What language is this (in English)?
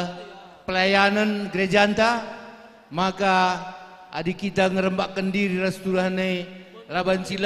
Batak Karo